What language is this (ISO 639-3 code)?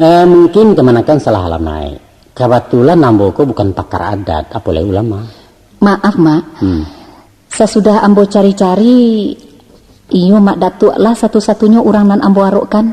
min